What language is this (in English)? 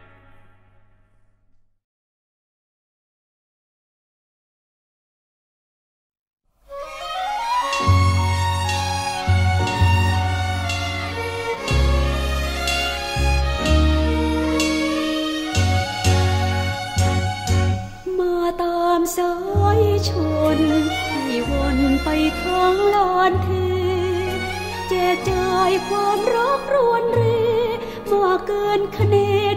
Thai